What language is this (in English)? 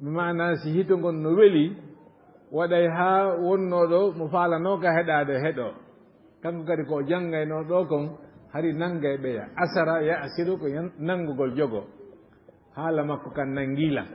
Fula